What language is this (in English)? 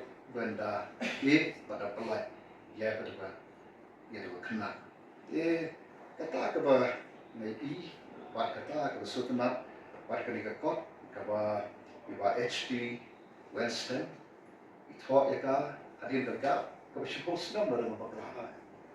Khasi